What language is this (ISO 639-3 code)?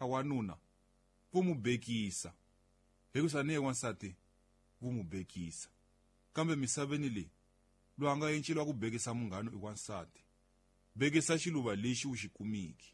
tso